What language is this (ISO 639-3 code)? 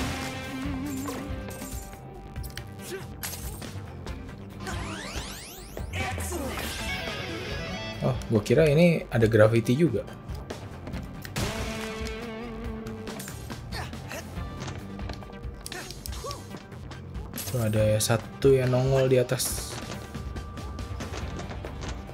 ind